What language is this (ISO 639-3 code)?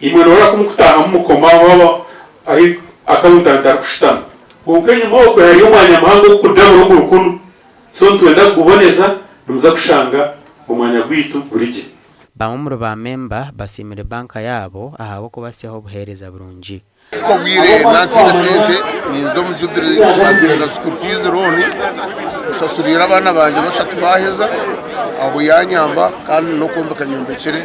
nyn